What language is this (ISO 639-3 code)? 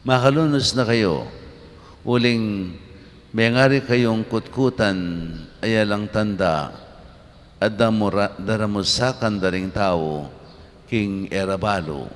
pam